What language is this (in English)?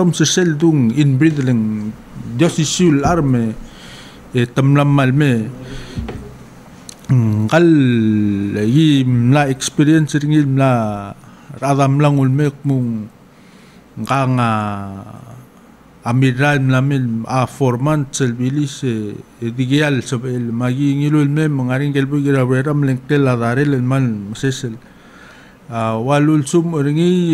Palauan